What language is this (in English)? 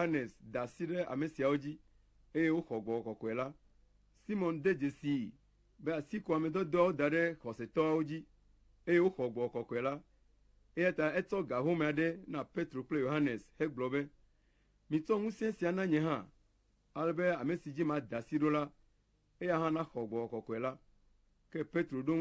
Ewe